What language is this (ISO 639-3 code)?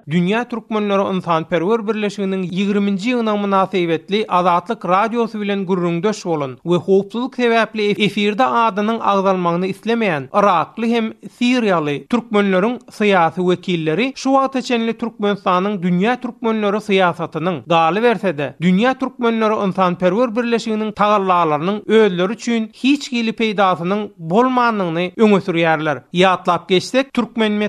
tuk